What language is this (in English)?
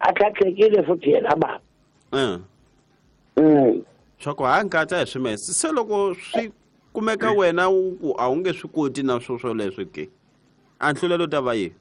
Tsonga